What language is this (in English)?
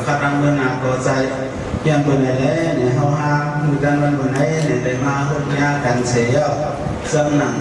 Shan